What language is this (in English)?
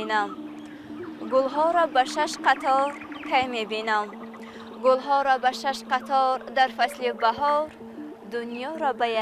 Tajik